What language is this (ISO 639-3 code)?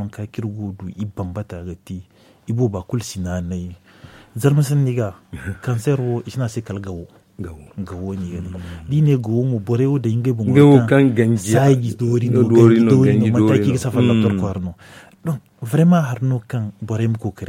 dje